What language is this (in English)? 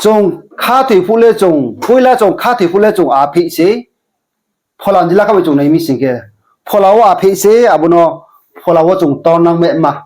Riang (India)